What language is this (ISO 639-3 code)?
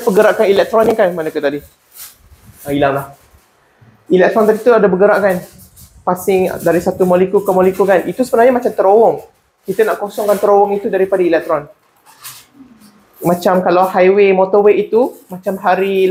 msa